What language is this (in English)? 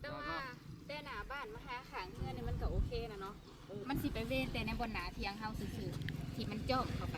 Northeastern Thai